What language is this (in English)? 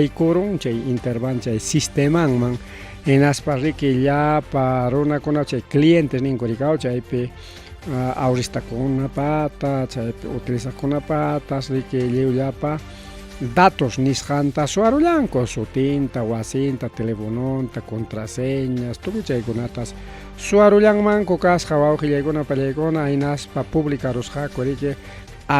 Ayacucho Quechua